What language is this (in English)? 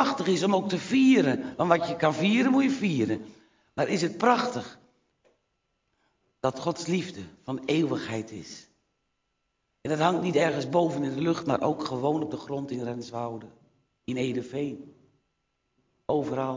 Dutch